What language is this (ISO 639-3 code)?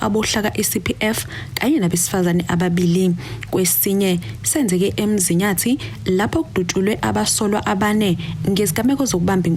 zul